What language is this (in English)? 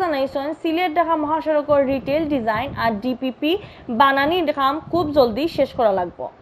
Sylheti